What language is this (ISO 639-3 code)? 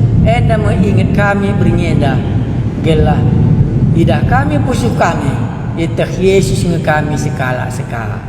btx